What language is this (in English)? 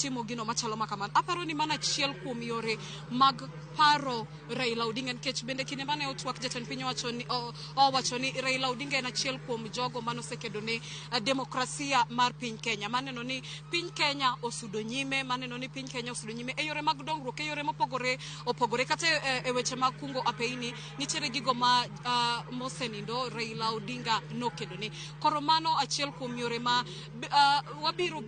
Luo (Kenya and Tanzania)